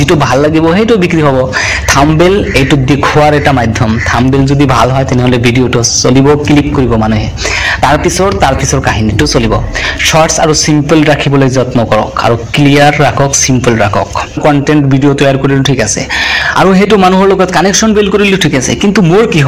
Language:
Assamese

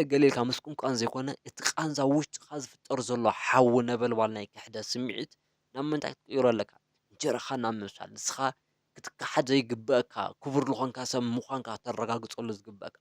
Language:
Tigrinya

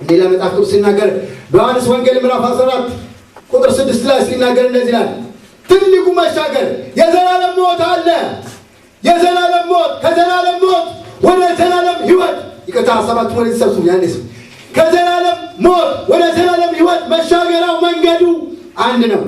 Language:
Amharic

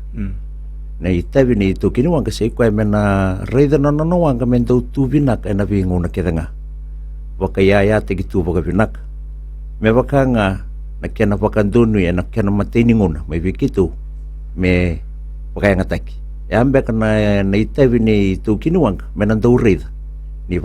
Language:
Fijian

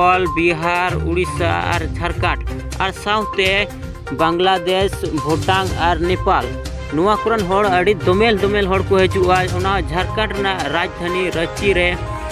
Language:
Santali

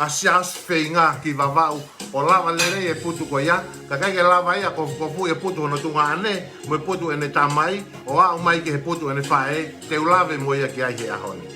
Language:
Tongan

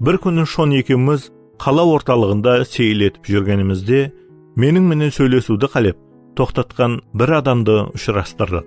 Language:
Kara-Kalpak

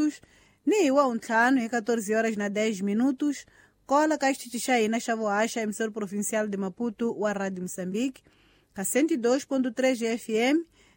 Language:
Tsonga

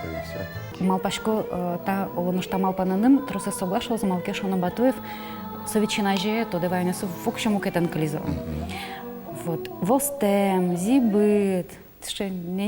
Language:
Udmurt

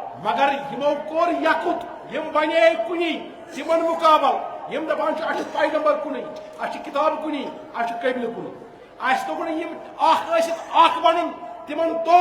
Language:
Kashmiri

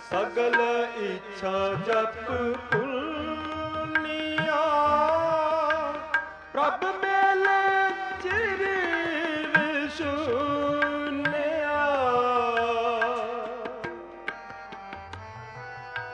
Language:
Punjabi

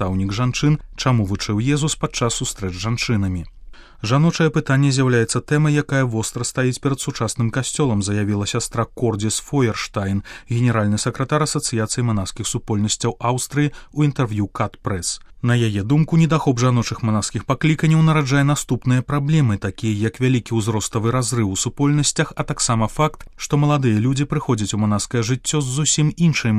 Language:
Belarusian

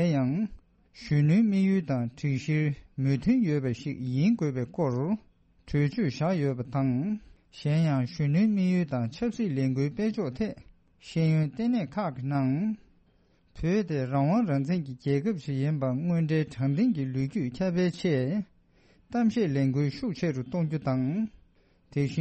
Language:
Tibetan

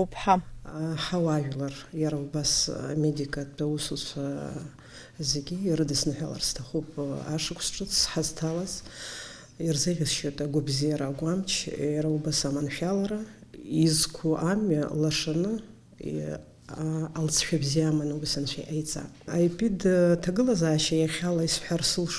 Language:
Abkhazian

